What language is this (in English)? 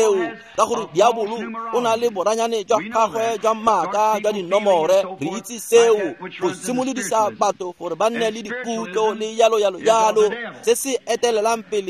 Tswana